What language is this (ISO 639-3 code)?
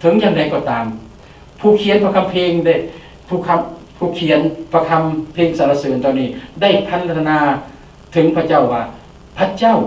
lao